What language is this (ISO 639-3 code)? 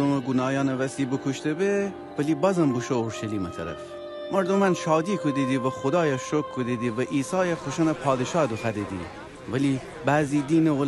glk